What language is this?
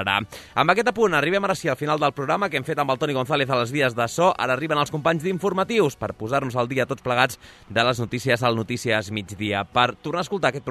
Catalan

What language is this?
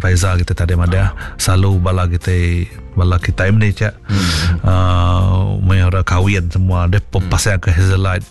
Iban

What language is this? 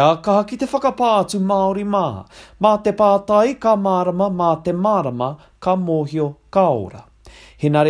Māori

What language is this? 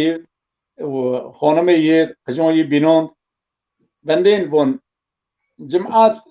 Zaza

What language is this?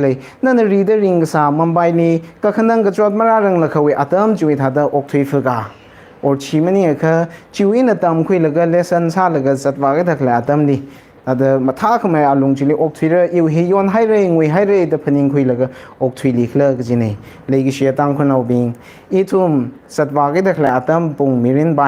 Tangkhul Naga (India)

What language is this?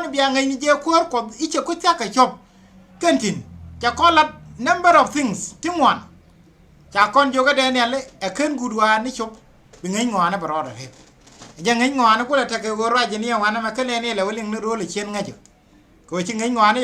Nuer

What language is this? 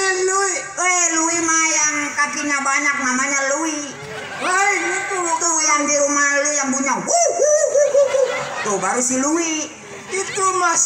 Betawi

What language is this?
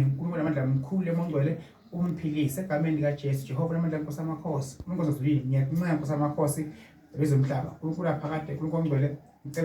Zulu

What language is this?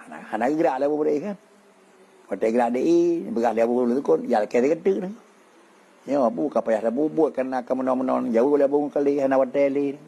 Achinese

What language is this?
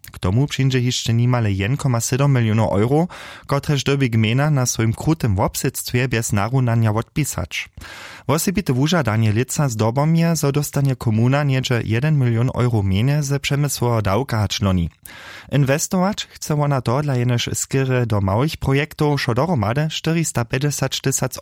Upper Sorbian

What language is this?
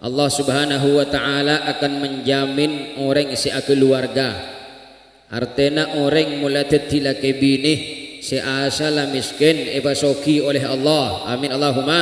Madurese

